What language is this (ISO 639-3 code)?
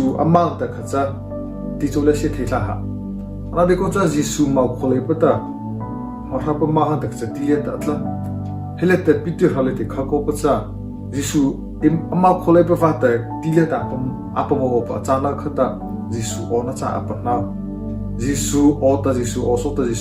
mrh